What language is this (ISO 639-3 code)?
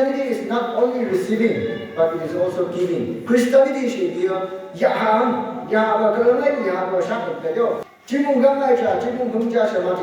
nph